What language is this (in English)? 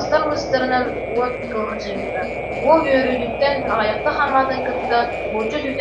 Yakut